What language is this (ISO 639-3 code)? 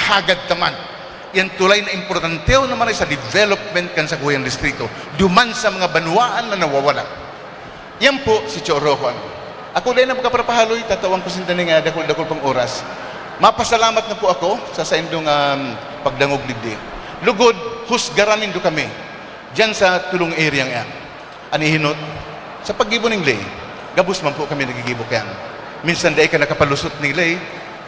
bik